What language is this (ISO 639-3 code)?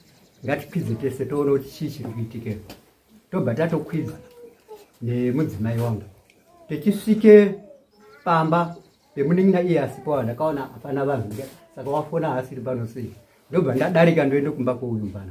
sna